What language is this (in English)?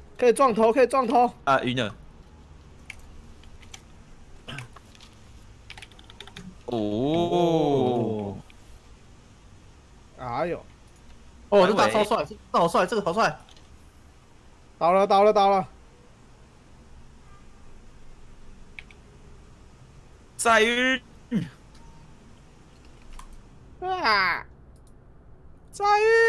Chinese